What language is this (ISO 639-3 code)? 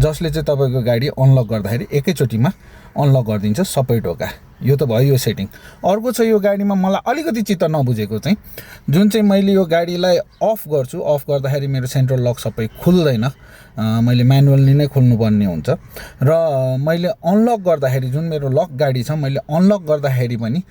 nep